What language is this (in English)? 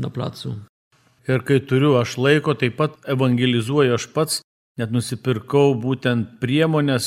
Lithuanian